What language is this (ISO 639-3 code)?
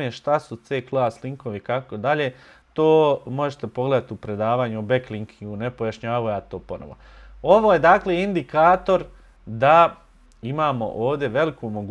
bos